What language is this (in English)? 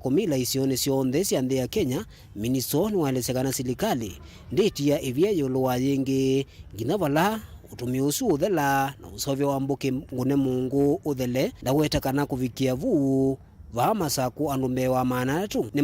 Kamba